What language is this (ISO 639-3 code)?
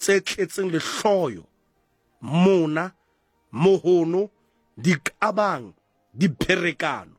sot